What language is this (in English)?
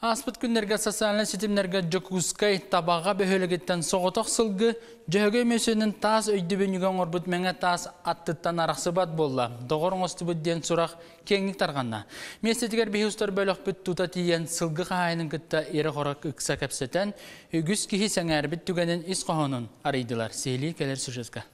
Yakut